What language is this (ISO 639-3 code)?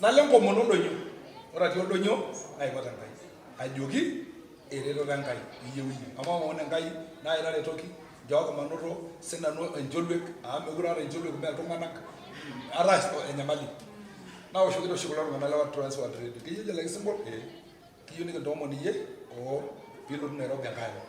mas